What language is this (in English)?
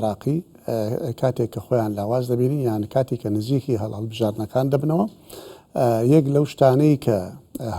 Central Kurdish